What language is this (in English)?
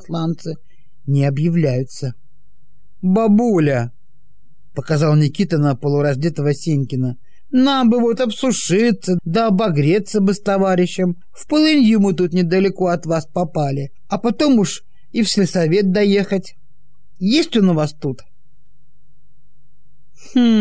Russian